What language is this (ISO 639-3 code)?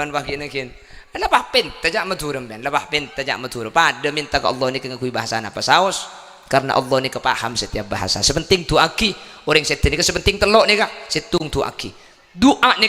mad